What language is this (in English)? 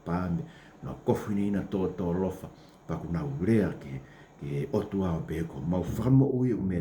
Tongan